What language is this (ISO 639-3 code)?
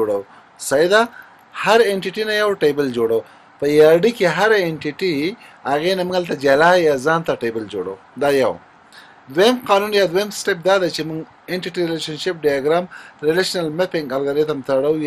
pus